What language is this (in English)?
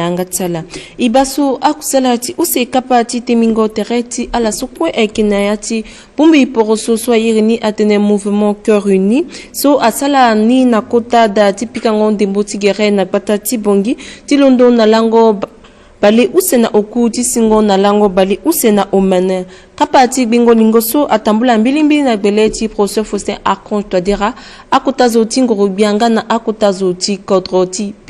Sango